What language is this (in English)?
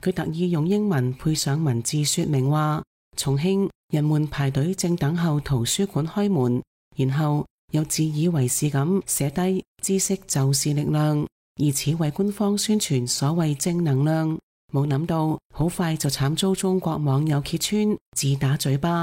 Cantonese